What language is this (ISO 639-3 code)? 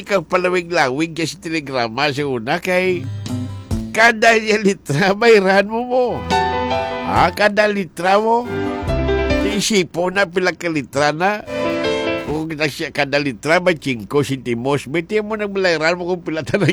hil